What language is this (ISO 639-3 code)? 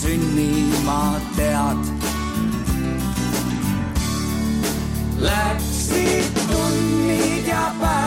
est